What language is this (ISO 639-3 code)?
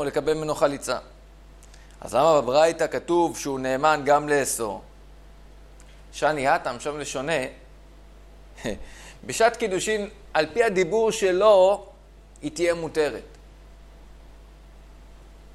heb